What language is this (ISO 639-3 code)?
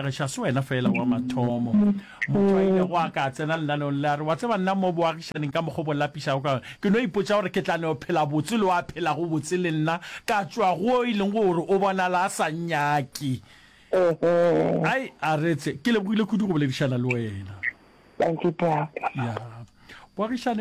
nso